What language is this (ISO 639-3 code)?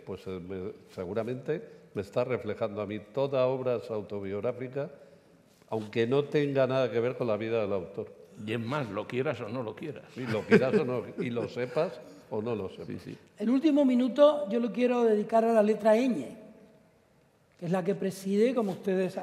spa